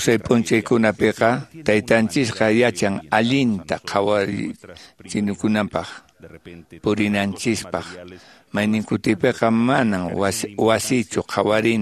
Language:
Quechua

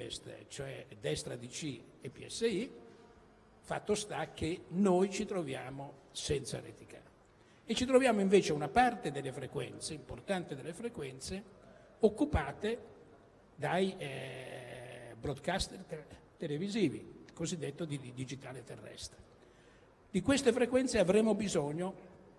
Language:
Italian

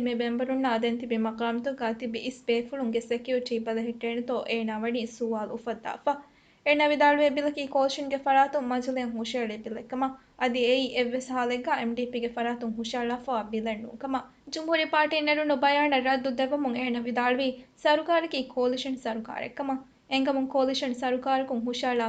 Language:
Divehi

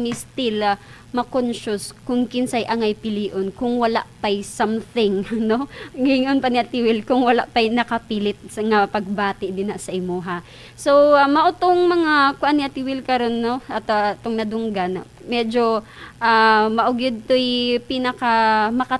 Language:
Cebuano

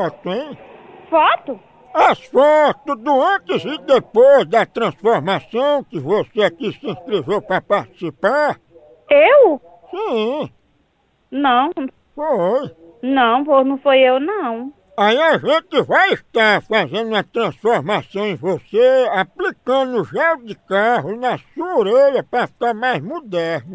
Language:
Portuguese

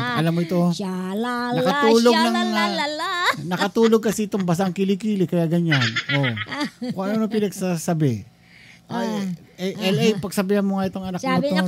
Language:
Filipino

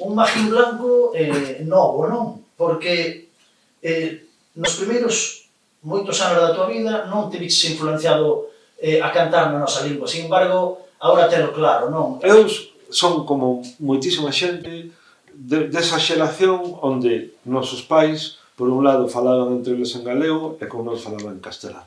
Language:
Galician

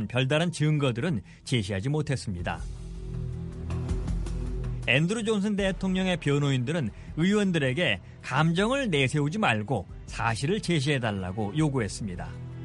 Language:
Korean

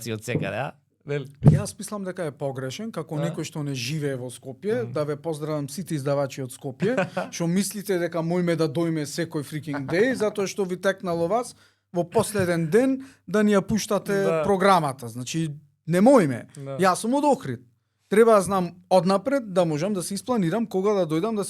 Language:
Macedonian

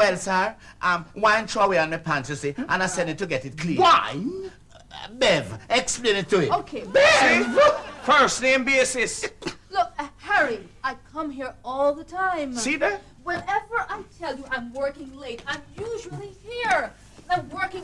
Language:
Jamaican Creole English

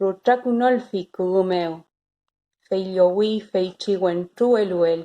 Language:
Mapuche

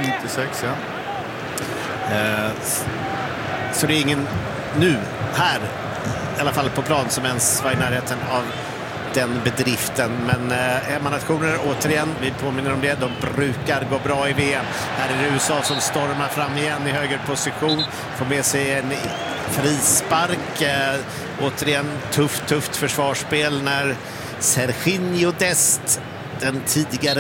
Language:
Swedish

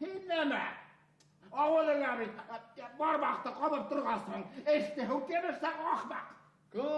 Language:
Bashkir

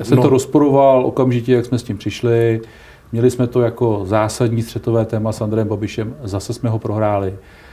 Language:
Czech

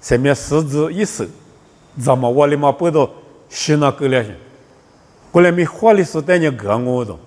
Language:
Lisu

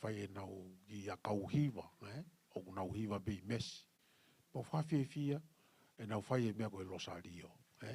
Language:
Tongan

